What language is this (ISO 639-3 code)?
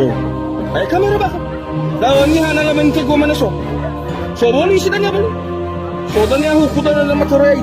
nia